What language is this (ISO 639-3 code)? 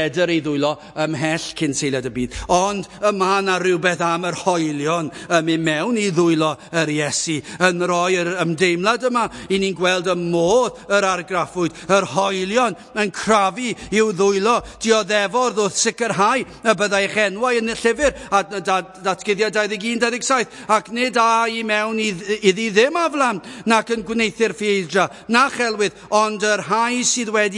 cym